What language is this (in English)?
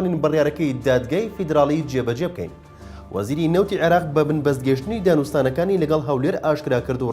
Central Kurdish